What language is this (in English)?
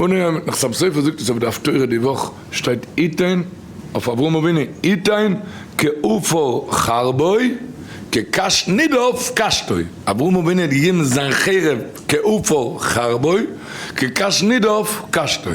Yiddish